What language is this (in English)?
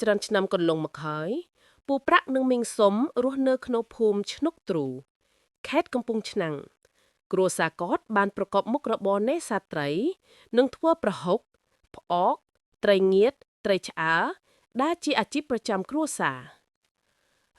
Khmer